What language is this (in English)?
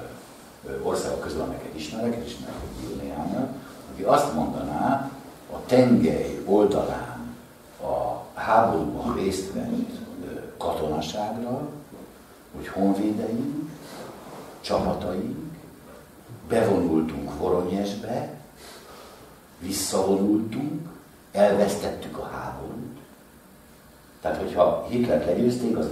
Hungarian